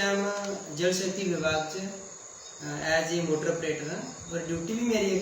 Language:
Dogri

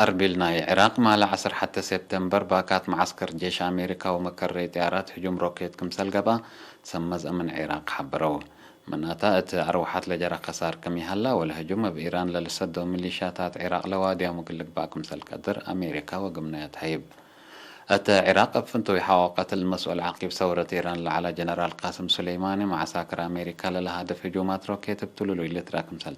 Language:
Tigre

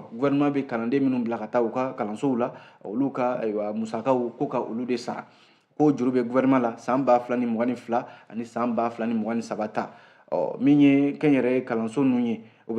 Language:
Bambara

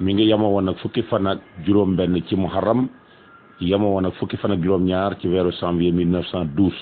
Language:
Wolof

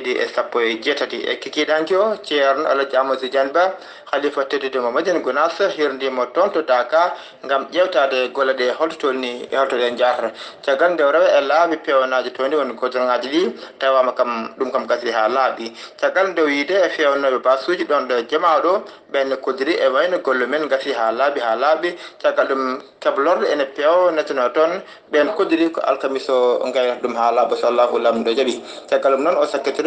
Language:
Fula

